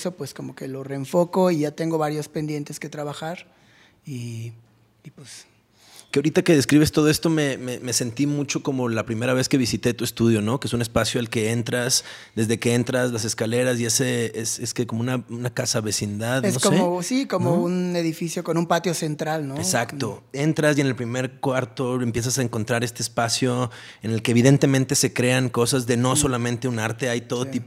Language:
Spanish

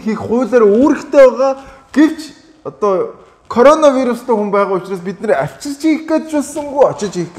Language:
Mongolian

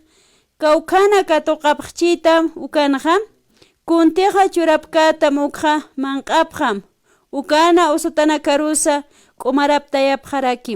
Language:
Aymara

